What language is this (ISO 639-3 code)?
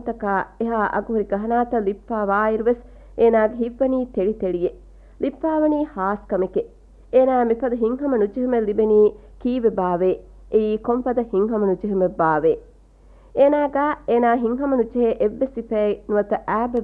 div